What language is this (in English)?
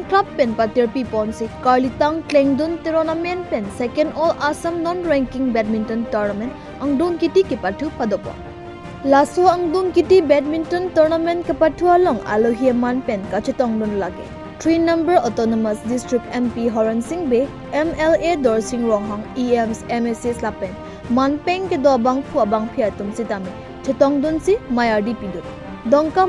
Karbi